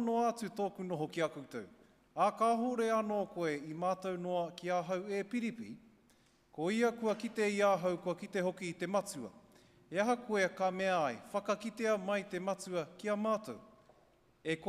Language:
Māori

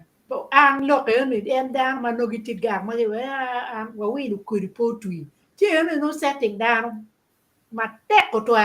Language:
Acoli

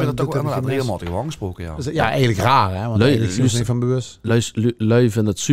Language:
Limburgish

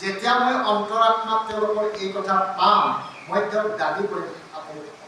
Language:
Assamese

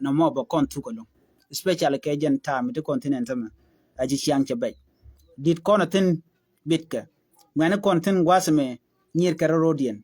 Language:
Nuer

